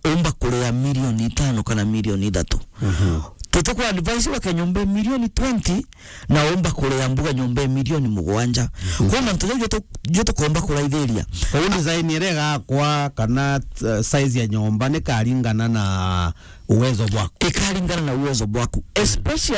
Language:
Meru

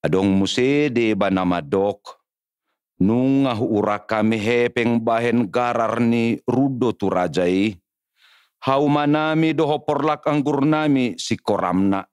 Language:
Batak Toba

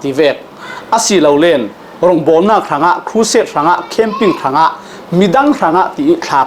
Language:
Falam Chin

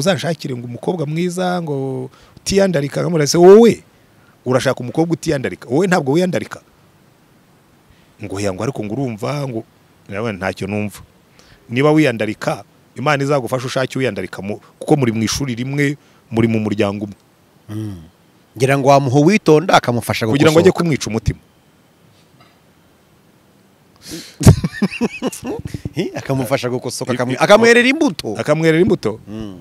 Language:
Kinyarwanda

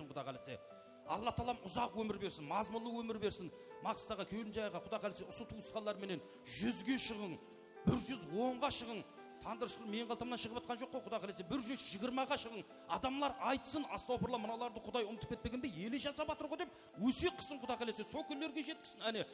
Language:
Kara-Kalpak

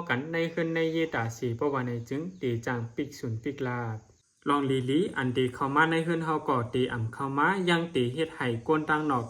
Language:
Shan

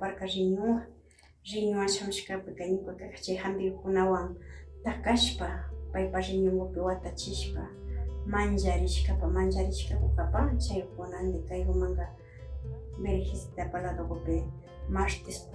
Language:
Imbabura Highland Quichua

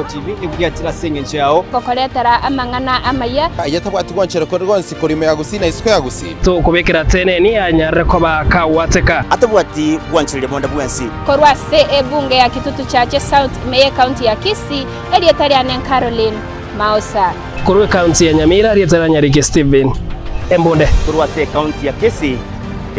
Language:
Gusii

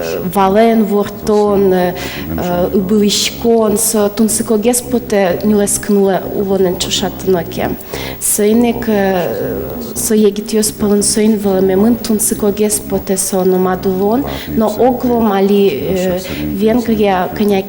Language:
Udmurt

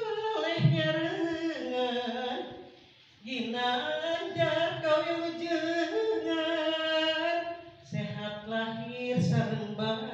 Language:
Sundanese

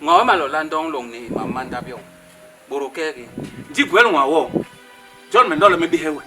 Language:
Basaa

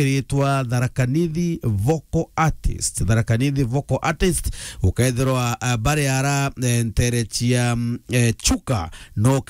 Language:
Meru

